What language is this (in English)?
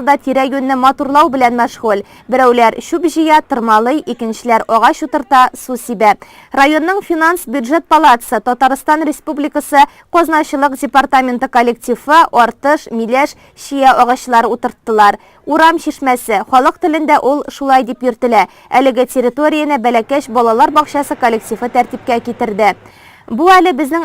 Tatar